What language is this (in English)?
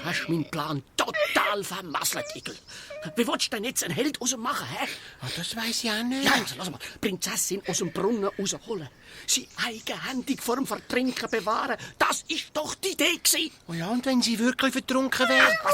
Swiss German